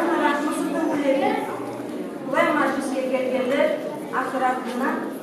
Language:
Kumyk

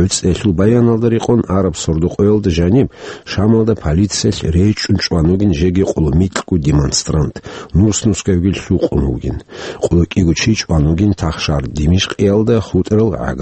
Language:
Avaric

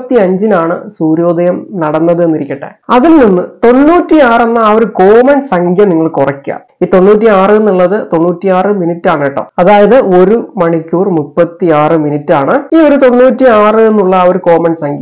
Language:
Malayalam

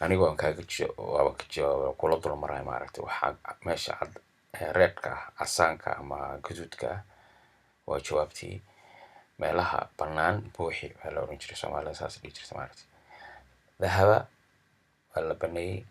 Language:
Somali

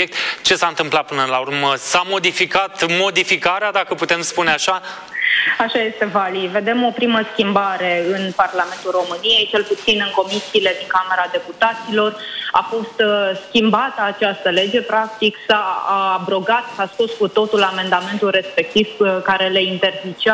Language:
Romanian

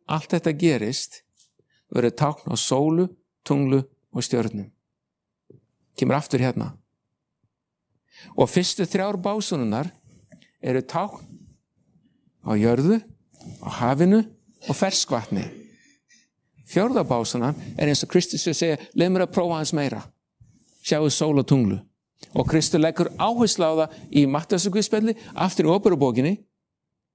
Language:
Icelandic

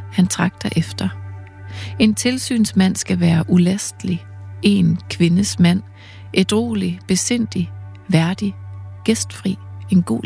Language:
Danish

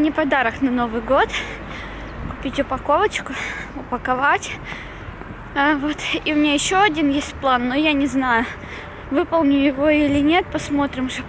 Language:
Russian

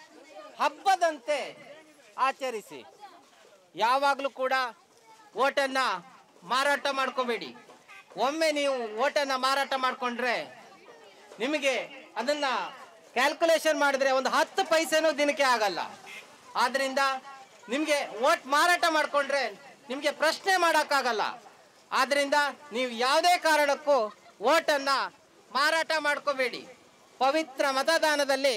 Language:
Kannada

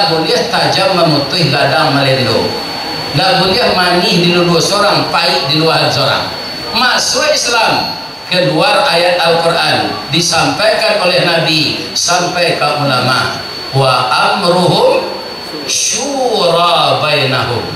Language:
Minangkabau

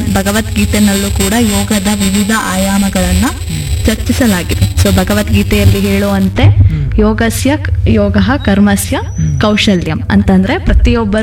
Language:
Kannada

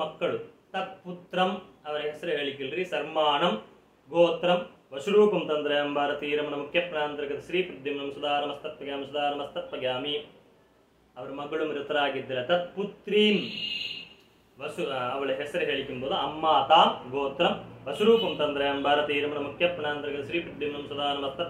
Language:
Kannada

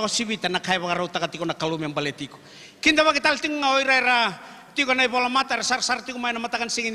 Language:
Fijian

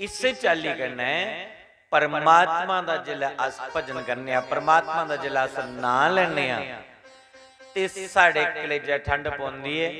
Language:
Dogri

